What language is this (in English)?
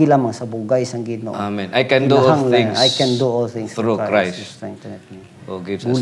Hiligaynon